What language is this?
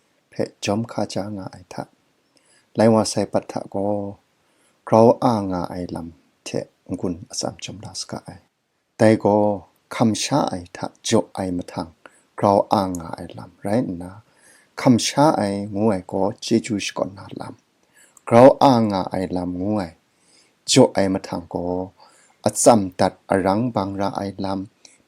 Kachin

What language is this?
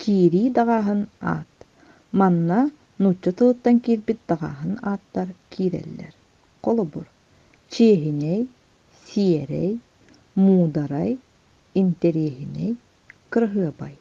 Yakut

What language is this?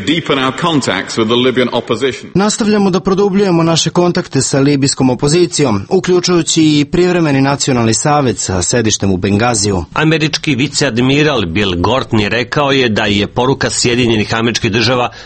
Serbian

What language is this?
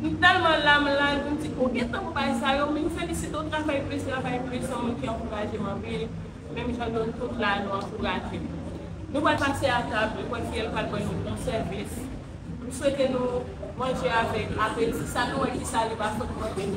Haitian Creole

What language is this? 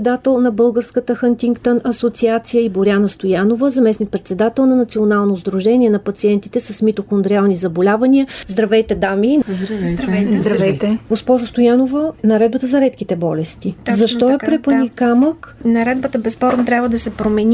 Bulgarian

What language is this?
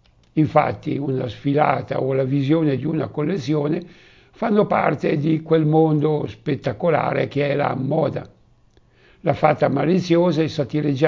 Italian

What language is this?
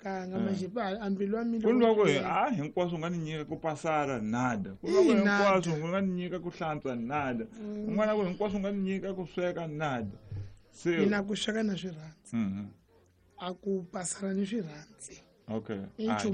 Tsonga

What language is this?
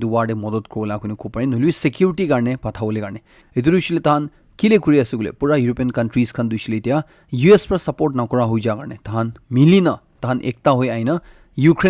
Naga Pidgin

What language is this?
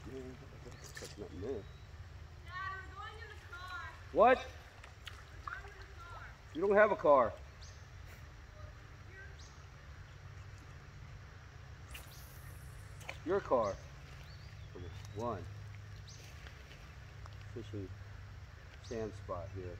English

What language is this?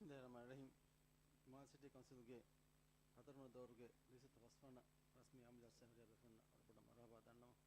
Divehi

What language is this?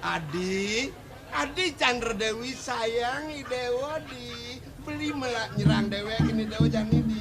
Balinese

